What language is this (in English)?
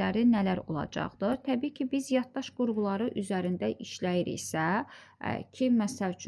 Azerbaijani